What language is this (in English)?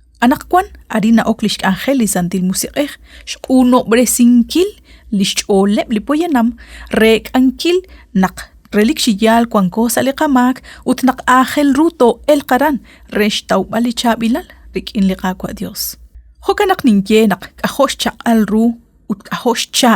Kekchí